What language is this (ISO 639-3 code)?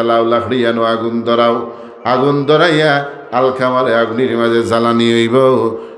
syl